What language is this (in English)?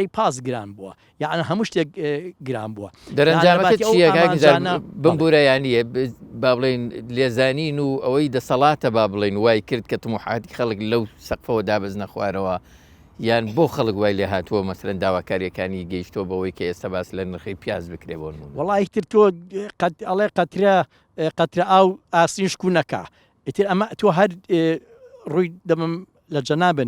Central Kurdish